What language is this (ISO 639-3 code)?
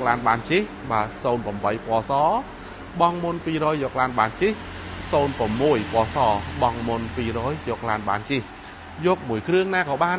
khm